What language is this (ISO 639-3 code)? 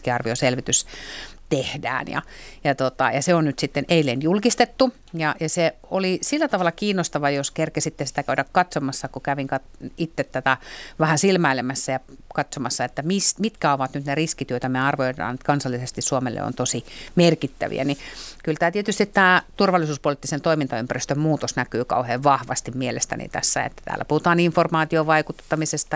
fin